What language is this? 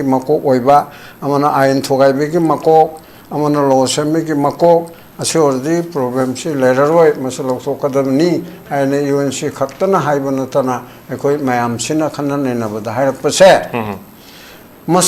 Manipuri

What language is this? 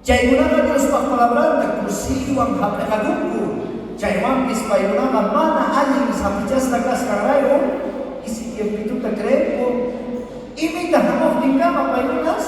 South Bolivian Quechua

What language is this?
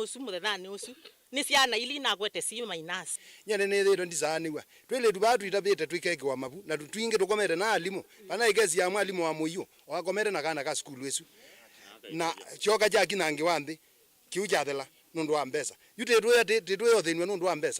Kamba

